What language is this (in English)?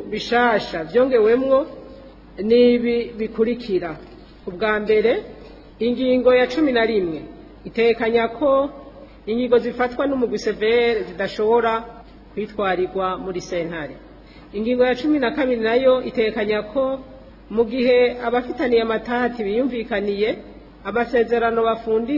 Rundi